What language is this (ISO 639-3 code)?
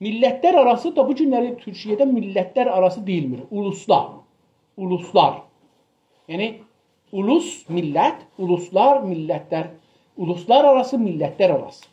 azb